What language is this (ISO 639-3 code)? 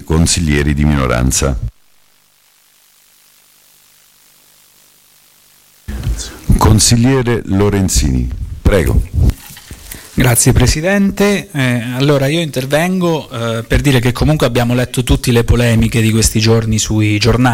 ita